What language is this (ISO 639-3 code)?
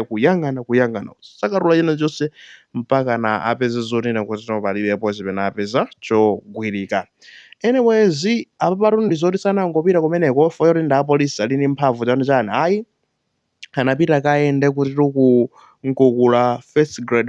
nya